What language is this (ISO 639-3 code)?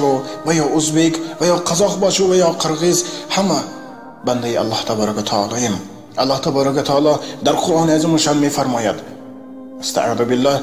tgk